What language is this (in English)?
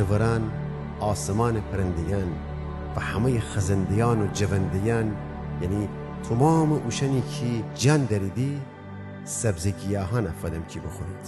Gilaki